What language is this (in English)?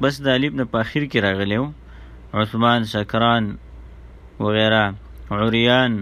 Pashto